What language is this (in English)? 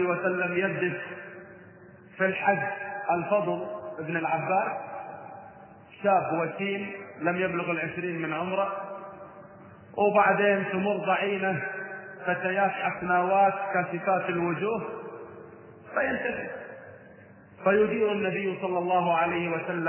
Arabic